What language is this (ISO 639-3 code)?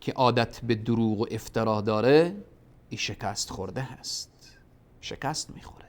fas